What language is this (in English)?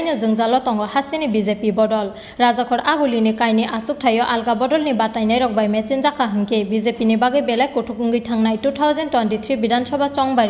Kok Borok